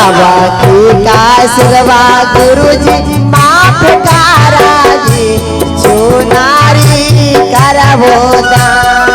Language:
Magahi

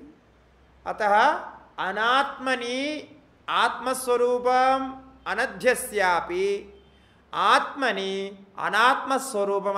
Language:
Sanskrit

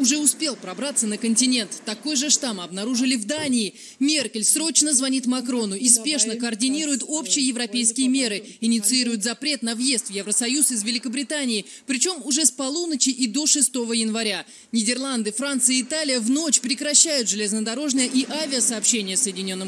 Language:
Russian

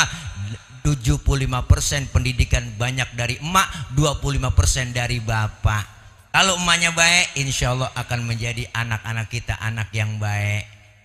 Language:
Betawi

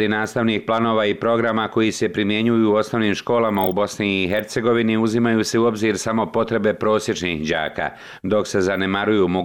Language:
Bosnian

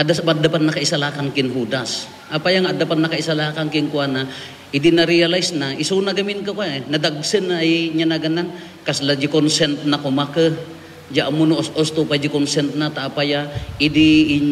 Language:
Iloko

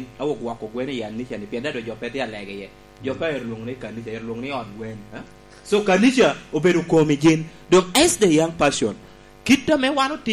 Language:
Lango (Uganda)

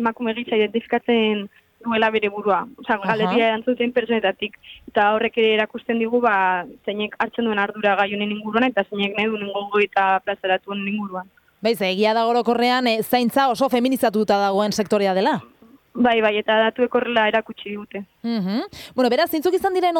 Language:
Basque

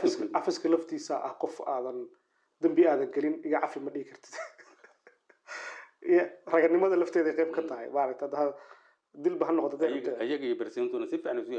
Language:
Somali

